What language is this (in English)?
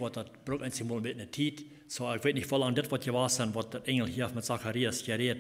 Plautdietsch